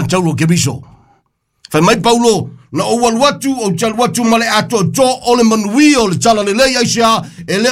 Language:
Samoan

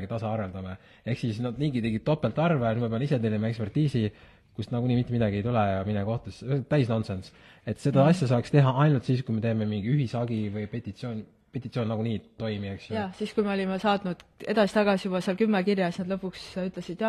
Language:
Estonian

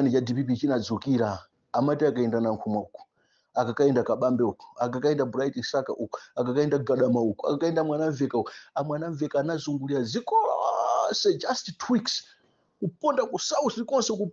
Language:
Nyanja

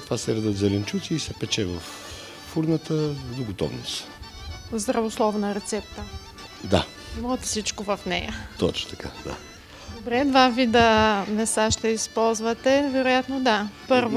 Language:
Bulgarian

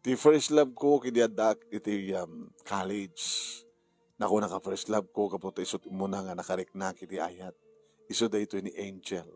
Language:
Iloko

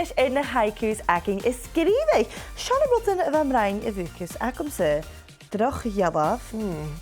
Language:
Scottish Gaelic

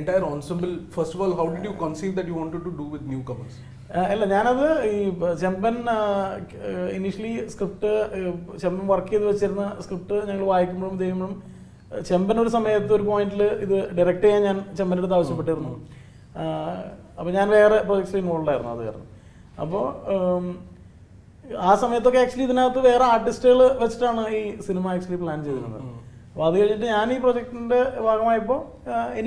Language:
Malayalam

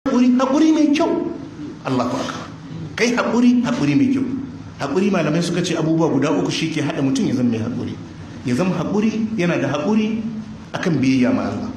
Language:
Hausa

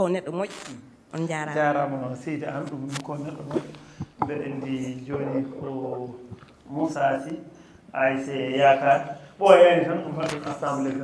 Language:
Fula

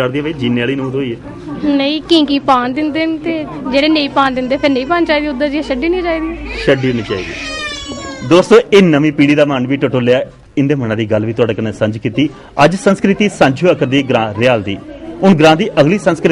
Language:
Dogri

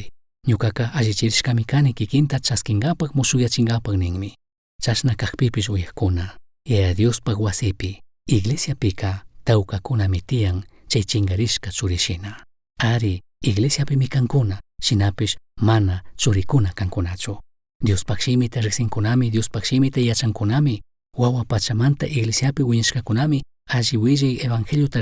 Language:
Chimborazo Highland Quichua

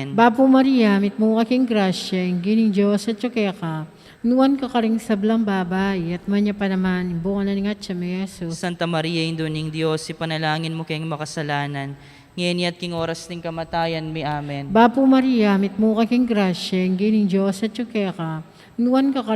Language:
Pampanga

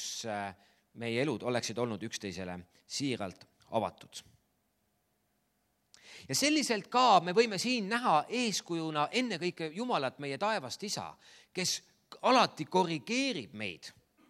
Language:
Estonian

